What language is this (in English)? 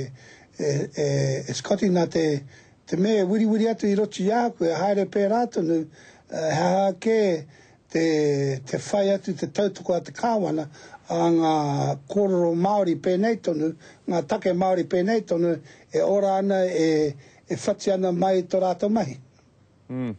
Māori